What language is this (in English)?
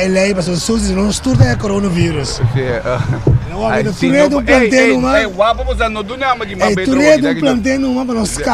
Papiamento